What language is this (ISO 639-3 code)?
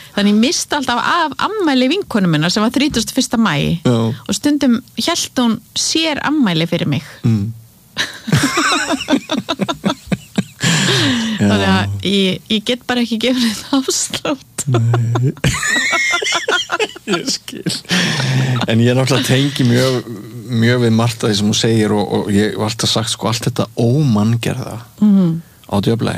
isl